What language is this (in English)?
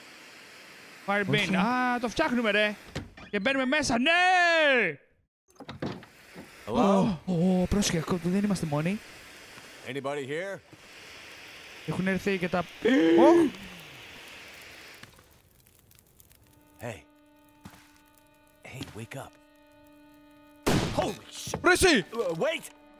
Greek